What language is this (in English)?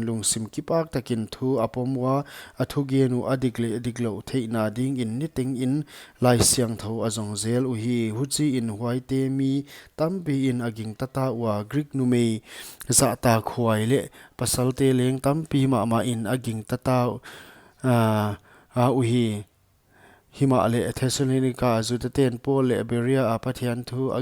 Paite Chin